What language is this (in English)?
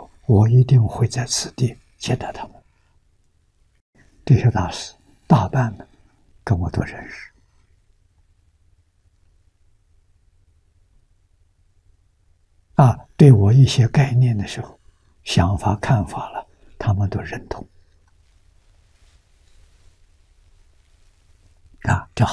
Chinese